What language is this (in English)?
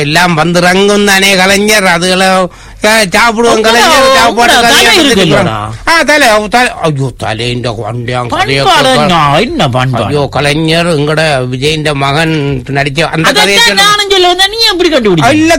Tamil